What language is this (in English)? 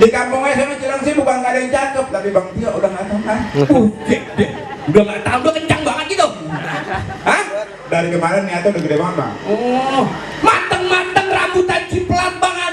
Betawi